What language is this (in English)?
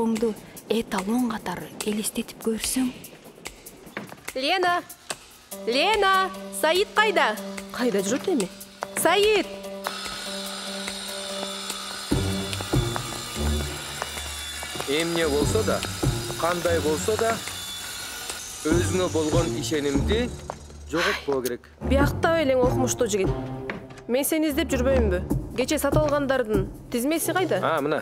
Kyrgyz